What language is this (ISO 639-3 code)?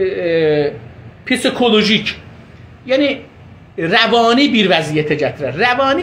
azb